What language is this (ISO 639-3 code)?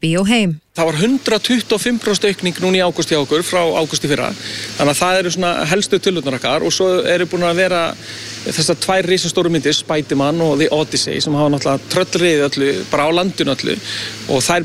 isl